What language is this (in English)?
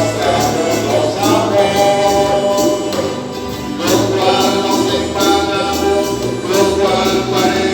Papiamento